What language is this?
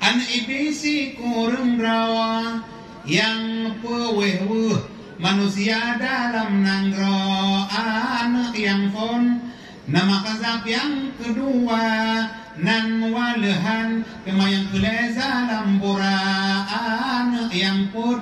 Achinese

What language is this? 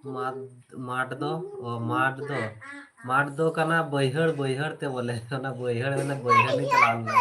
Santali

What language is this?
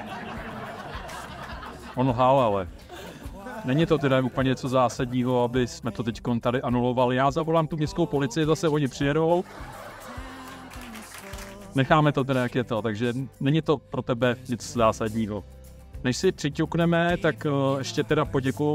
Czech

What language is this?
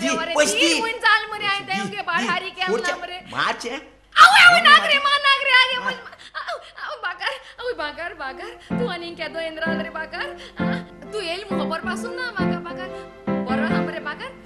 Konkani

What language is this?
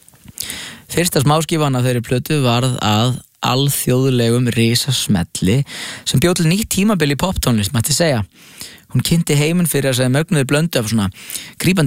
Icelandic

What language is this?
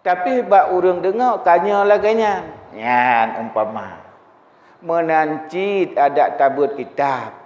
Achinese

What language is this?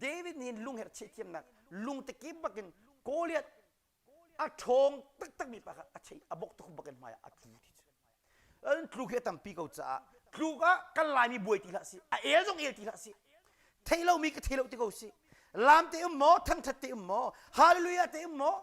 Hakha Chin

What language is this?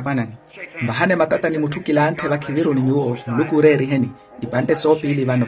Makhuwa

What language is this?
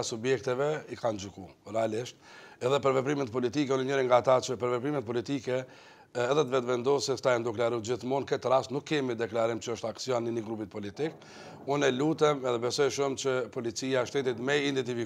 Albanian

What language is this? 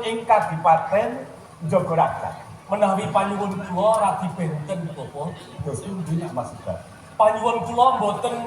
Javanese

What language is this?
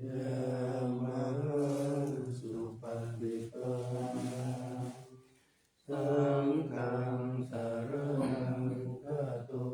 Pali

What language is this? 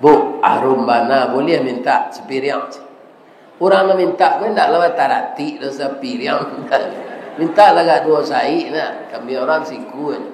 Minangkabau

